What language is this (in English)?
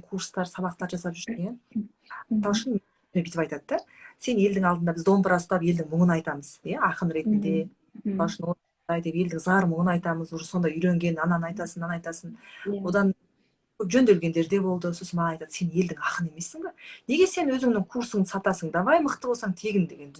Kazakh